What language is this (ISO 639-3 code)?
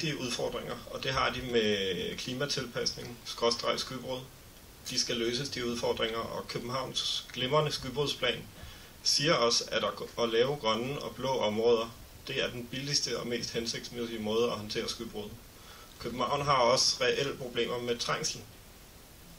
dan